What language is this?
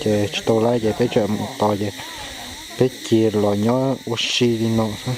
Hmong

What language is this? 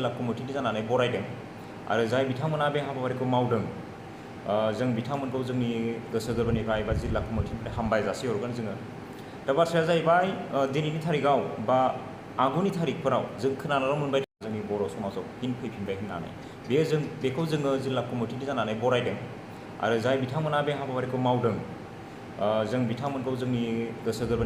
Bodo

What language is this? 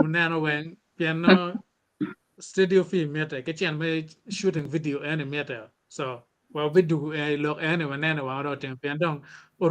Acoli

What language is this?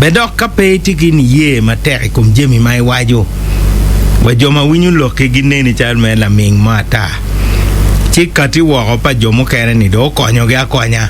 Acoli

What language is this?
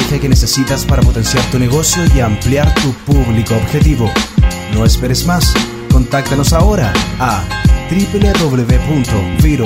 Spanish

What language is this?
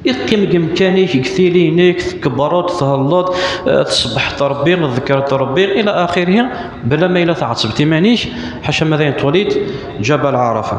Kabyle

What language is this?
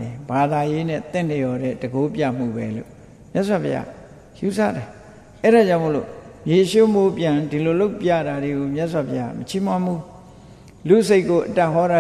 Burmese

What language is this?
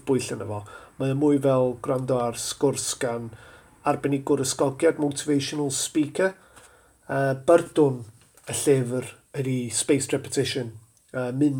Welsh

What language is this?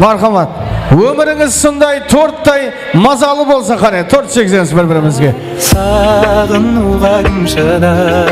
Kara-Kalpak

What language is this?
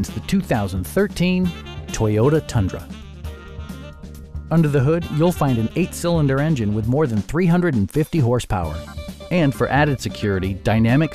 English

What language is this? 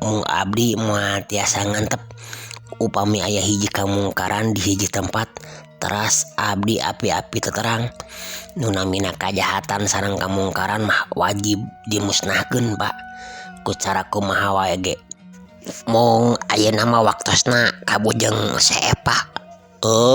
Sundanese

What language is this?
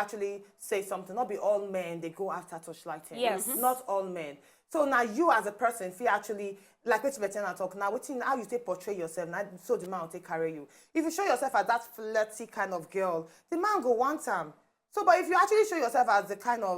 Nigerian Pidgin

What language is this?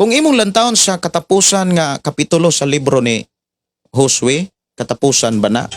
Cebuano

